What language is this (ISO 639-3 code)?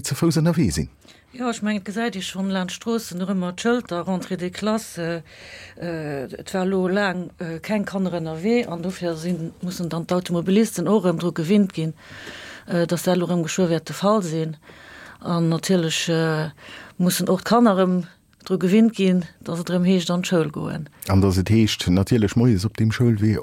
ltz